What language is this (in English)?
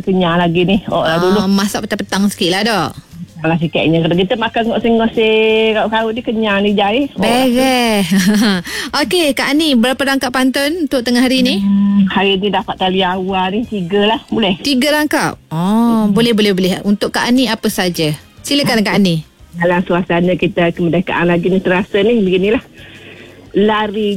Malay